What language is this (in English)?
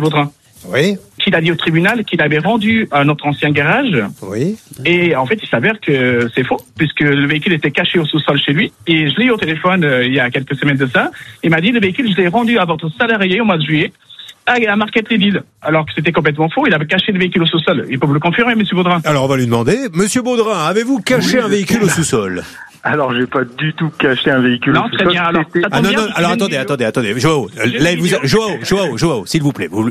French